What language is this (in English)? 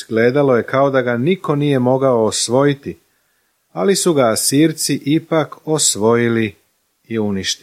Serbian